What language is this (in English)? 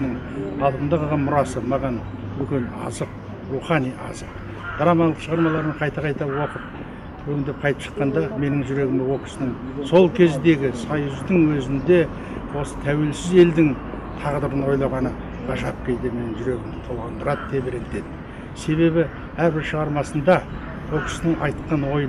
Kazakh